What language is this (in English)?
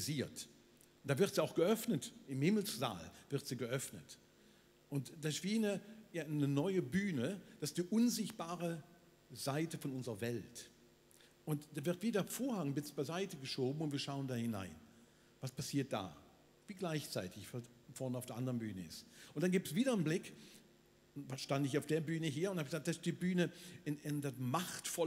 Swiss German